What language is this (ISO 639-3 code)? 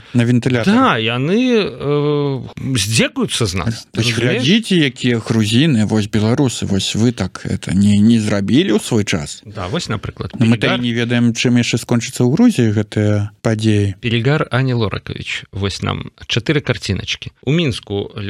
bel